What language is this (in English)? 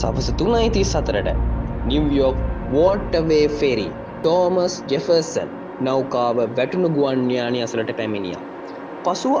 Sinhala